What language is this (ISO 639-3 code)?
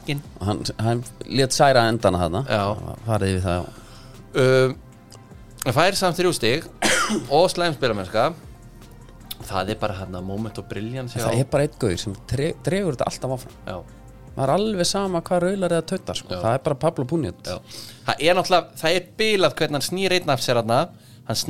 isl